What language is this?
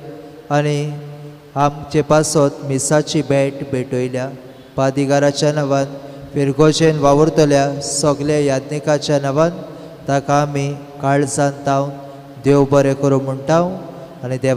Konkani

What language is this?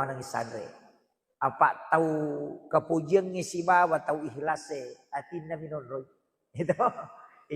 Buginese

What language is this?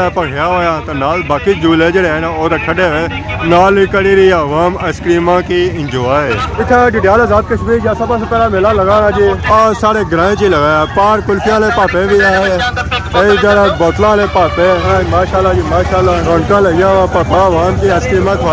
Pahari-Potwari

